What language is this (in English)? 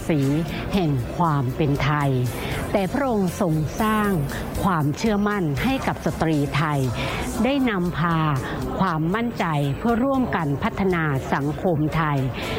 Thai